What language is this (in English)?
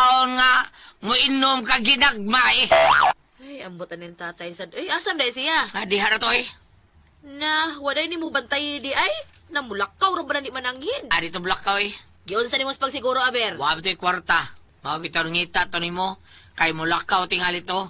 Cebuano